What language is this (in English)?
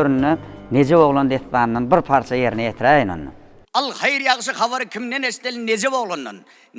Turkmen